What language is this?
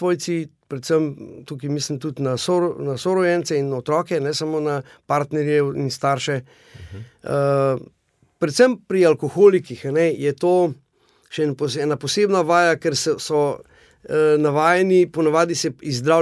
Slovenian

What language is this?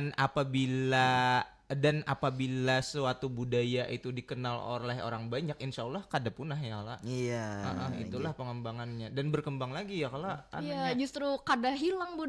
Banjar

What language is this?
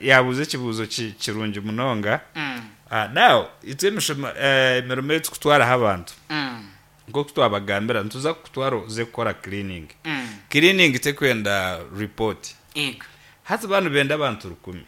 Nyankole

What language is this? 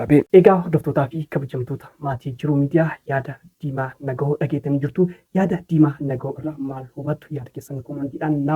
Oromo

